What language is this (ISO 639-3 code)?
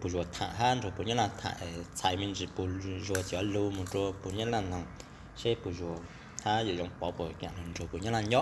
hmn